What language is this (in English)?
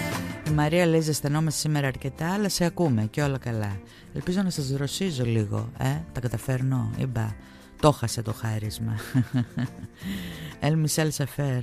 Greek